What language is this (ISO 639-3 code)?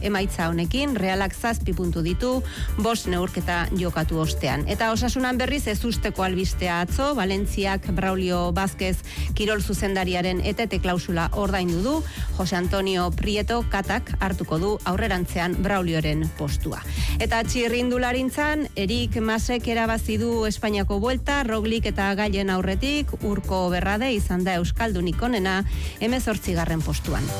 eus